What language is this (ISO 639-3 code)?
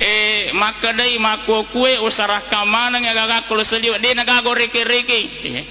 bug